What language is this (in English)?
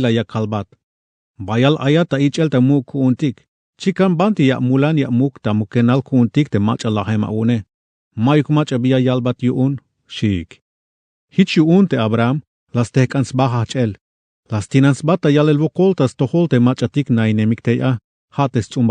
Tzeltal